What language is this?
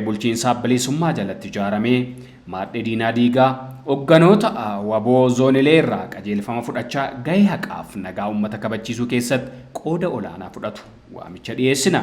Oromo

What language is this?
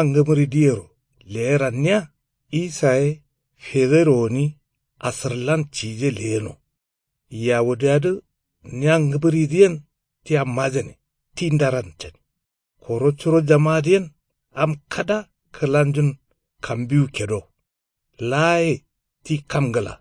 Kanuri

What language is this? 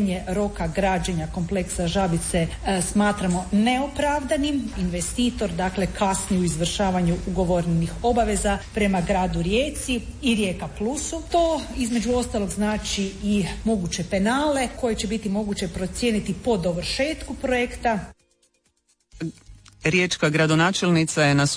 Croatian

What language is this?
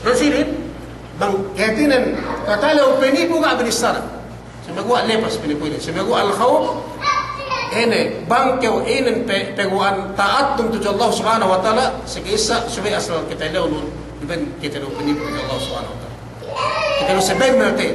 Yakan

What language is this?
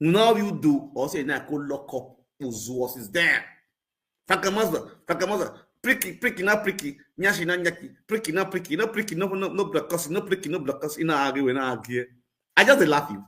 Nigerian Pidgin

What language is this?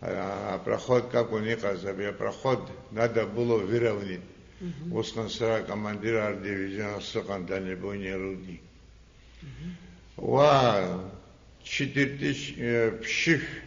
Abkhazian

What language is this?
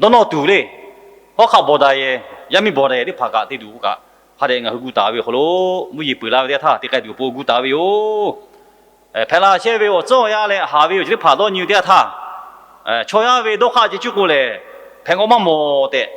Lahu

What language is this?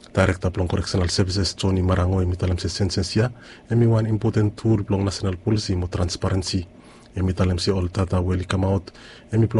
Bislama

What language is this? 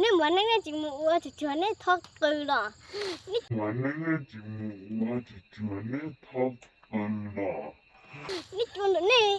Hmong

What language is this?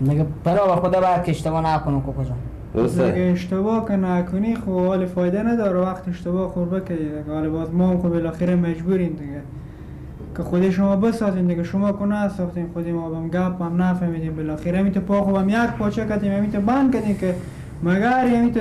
Persian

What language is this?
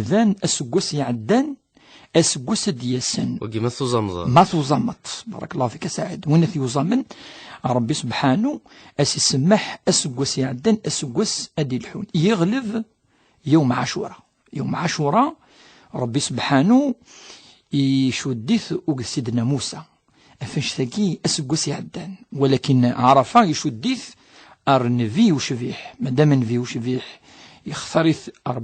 Kabyle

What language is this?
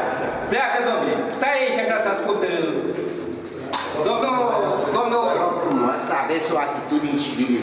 Romanian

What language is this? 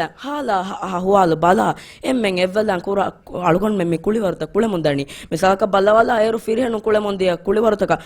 Divehi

